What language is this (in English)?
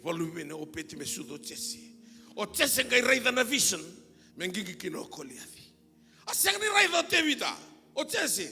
Fijian